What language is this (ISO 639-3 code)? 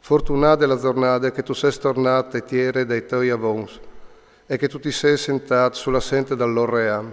fur